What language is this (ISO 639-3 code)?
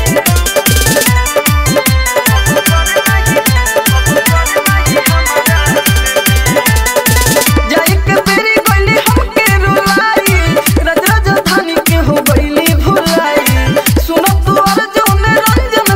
bho